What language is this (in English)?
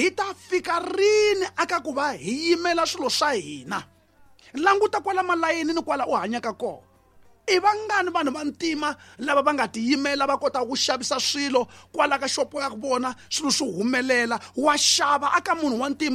Tsonga